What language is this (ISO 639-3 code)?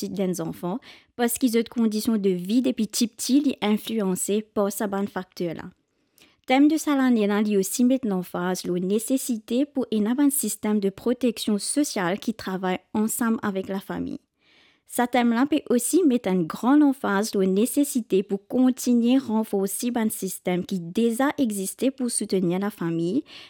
mfe